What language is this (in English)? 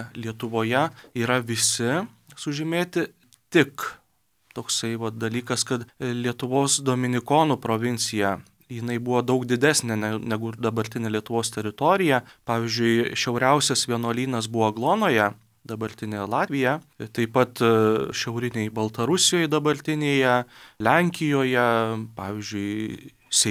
Lithuanian